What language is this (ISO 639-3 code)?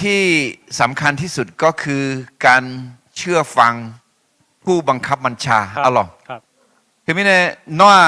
ahk